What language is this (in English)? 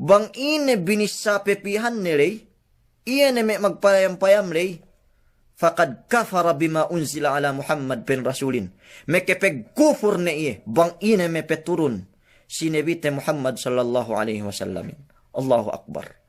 Yakan